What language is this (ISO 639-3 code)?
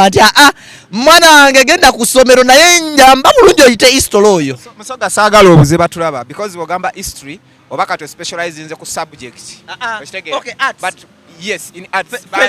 lug